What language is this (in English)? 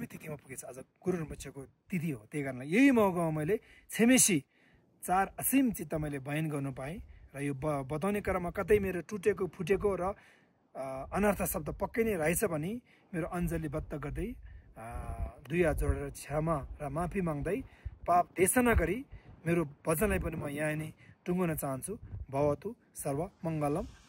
Nepali